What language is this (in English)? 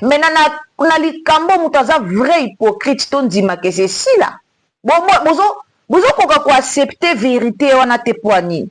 Lingala